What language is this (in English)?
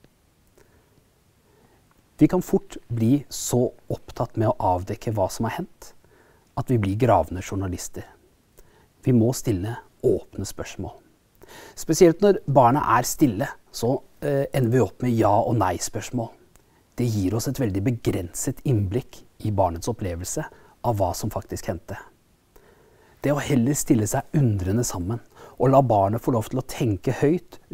Norwegian